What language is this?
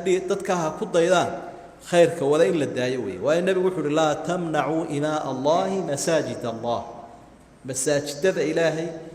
Somali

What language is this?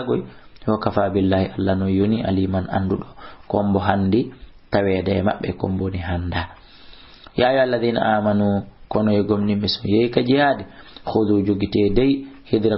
Fula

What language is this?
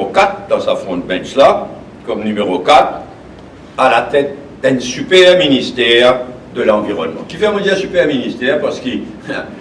Morisyen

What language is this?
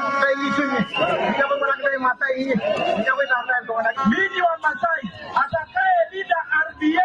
Masai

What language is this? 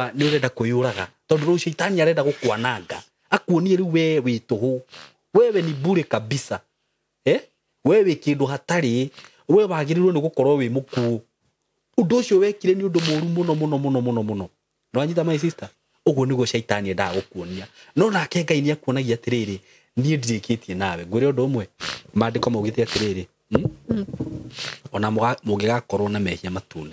Kikuyu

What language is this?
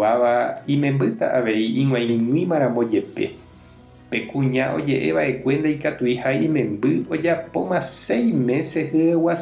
Guarani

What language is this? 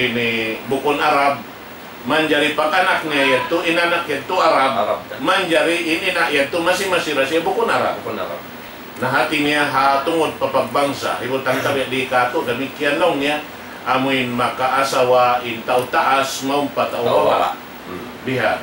Tausug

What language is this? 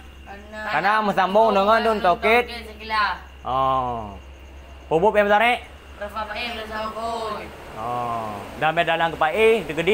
Achinese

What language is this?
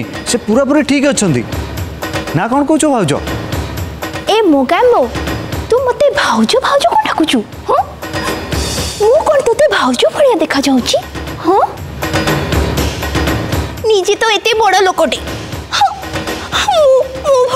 Odia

